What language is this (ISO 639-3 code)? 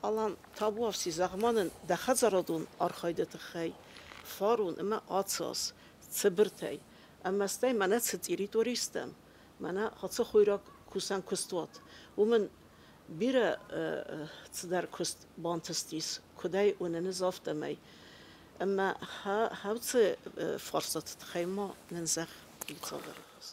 oss